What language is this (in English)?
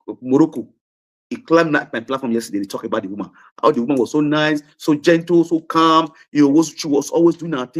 Nigerian Pidgin